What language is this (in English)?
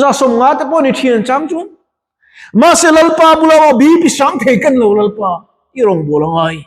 Mizo